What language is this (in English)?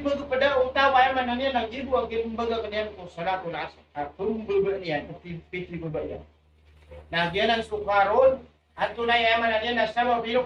Maranao